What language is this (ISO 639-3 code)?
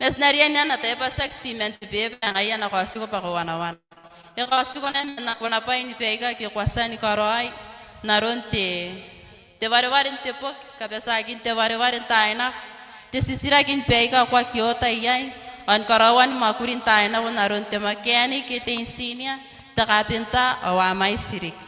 gil